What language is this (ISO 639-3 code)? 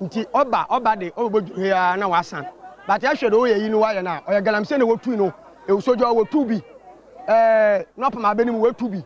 aka